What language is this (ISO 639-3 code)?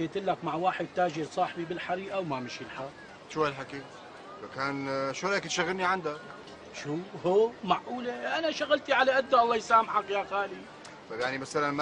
apc